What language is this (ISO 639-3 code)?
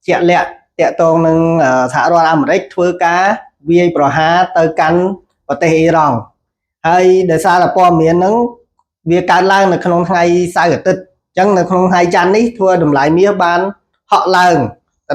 khm